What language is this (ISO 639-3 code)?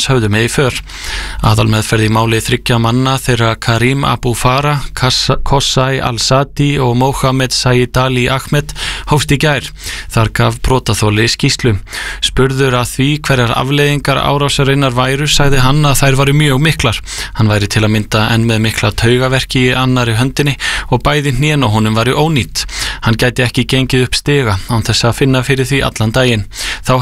isl